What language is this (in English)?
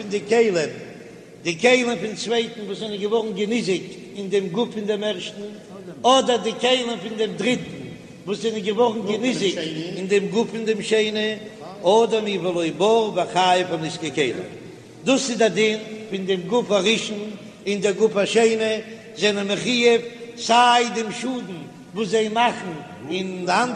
Yiddish